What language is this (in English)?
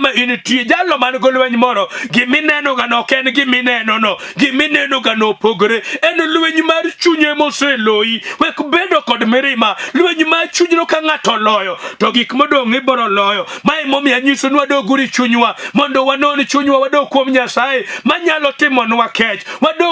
Luo (Kenya and Tanzania)